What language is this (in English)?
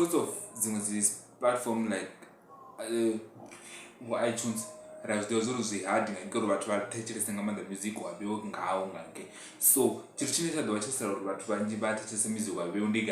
Venda